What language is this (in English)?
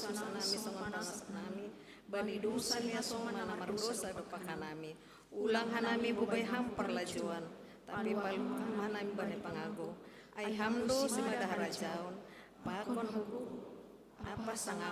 Batak Simalungun